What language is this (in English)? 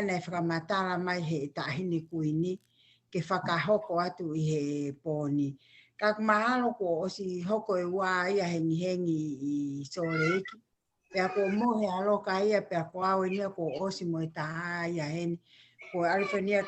Tongan